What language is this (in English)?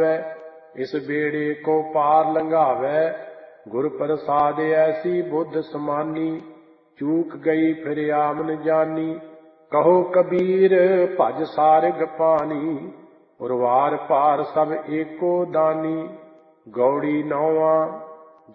Punjabi